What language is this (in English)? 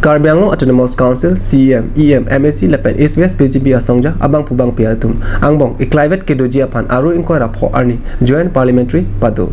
Karbi